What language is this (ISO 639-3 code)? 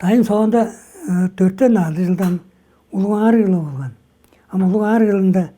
tyv